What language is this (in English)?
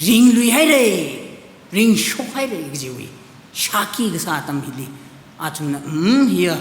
Tangkhul Naga (India)